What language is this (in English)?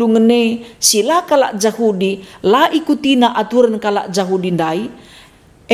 Batak Karo